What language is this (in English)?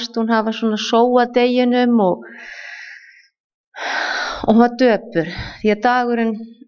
Icelandic